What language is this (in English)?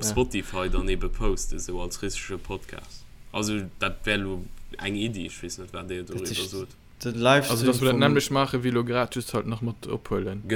Luxembourgish